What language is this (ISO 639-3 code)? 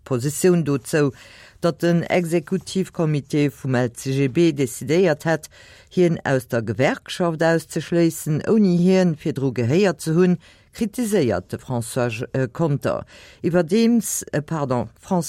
ltz